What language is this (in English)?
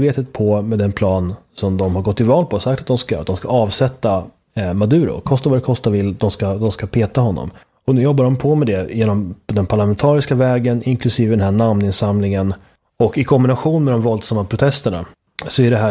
Swedish